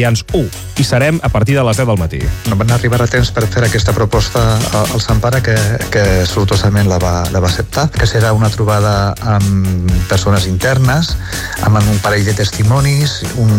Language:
Catalan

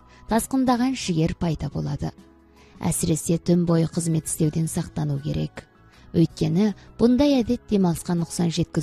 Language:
Kazakh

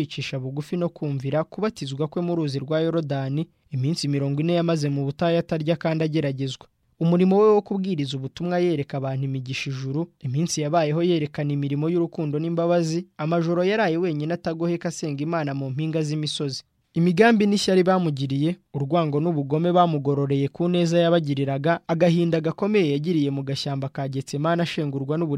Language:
Kinyarwanda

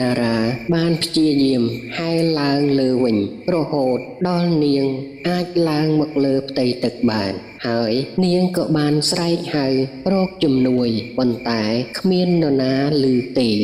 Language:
Khmer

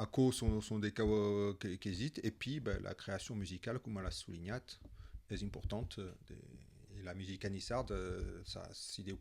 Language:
Occitan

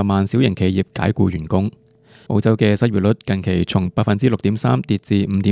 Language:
Cantonese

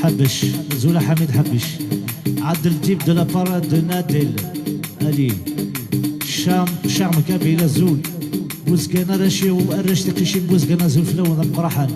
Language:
Kabyle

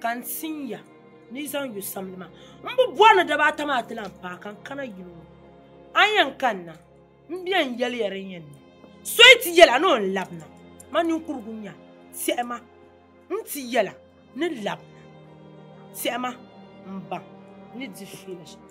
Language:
Dagbani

